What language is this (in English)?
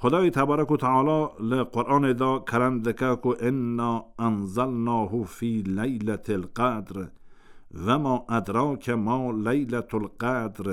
Kurdish